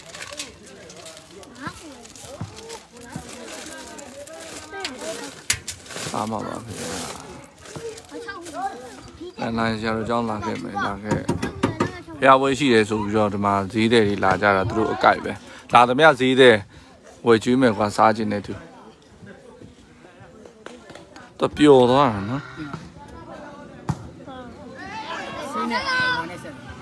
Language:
Burmese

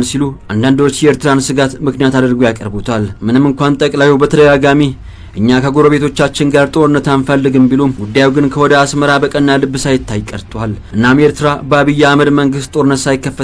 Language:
Amharic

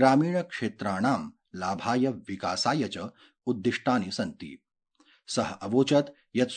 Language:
Sanskrit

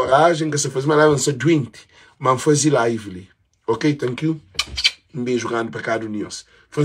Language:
Kabuverdianu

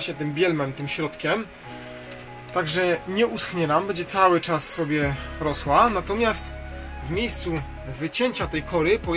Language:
Polish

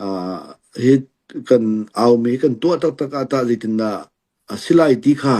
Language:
Hakha Chin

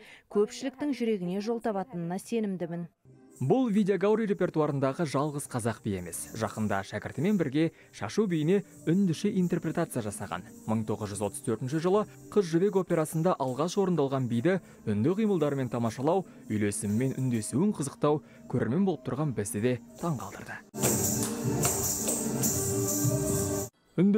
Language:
Kazakh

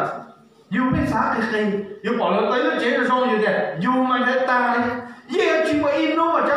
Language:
Hmong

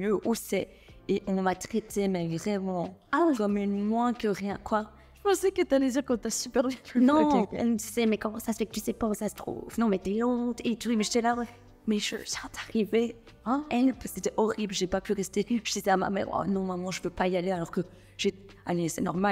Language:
French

